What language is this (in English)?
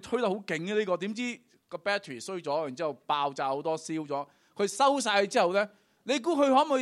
Cantonese